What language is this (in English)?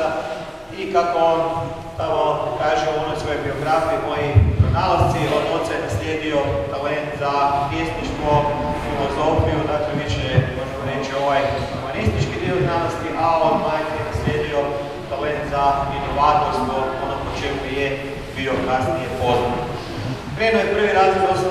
Croatian